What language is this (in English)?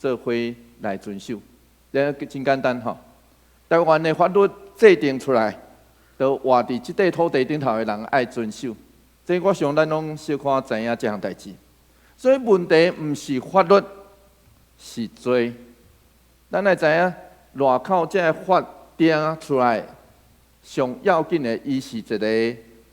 Min Nan Chinese